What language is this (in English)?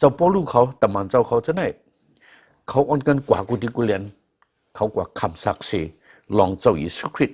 Shan